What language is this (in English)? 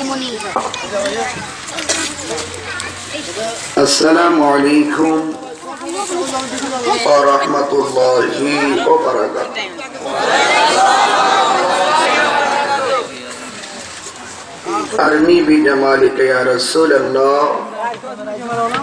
Bangla